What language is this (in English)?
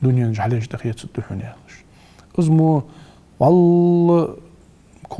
Ingush